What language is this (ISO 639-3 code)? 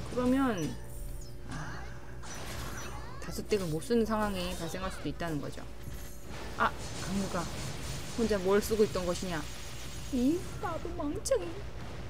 kor